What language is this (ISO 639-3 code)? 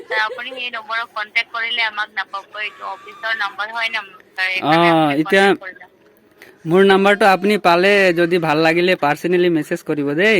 asm